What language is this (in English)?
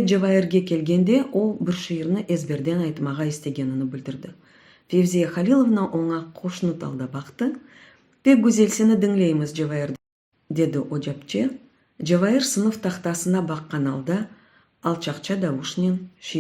Crimean Tatar